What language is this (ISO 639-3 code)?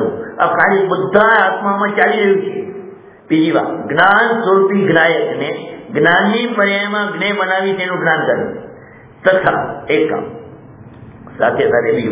guj